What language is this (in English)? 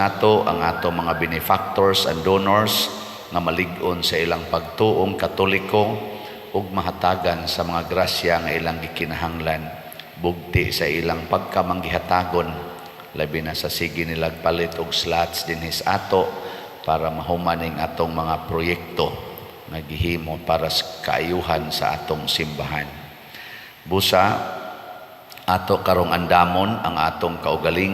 Cebuano